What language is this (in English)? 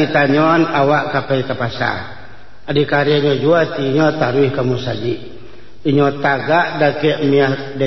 Minangkabau